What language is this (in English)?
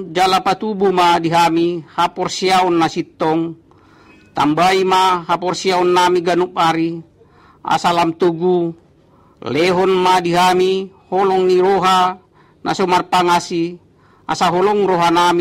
Batak Toba